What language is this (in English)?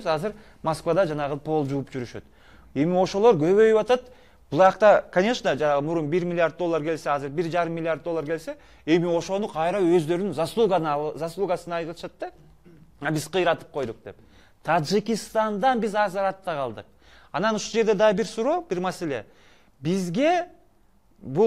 Kyrgyz